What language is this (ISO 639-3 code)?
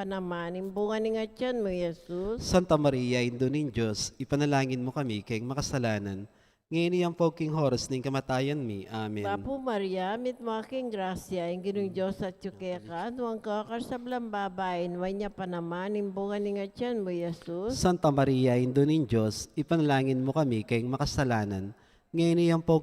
pam